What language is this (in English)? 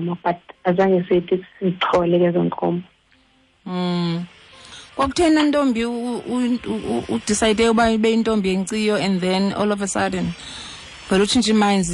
Xhosa